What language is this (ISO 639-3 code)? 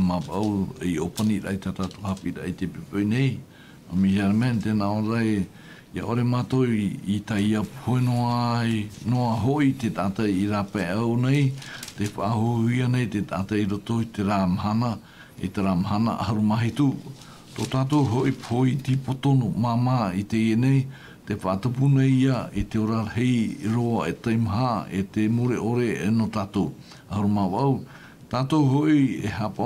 tah